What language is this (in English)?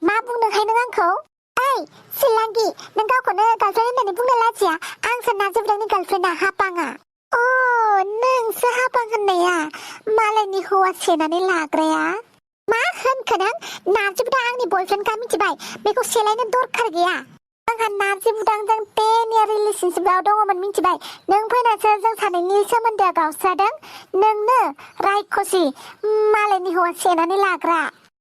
Bodo